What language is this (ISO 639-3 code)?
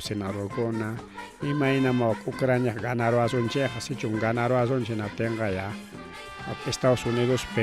quy